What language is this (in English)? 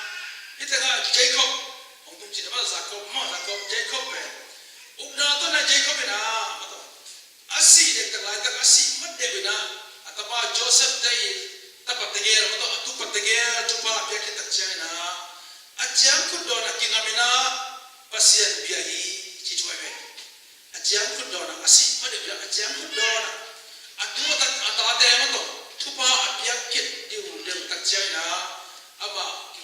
Tedim Chin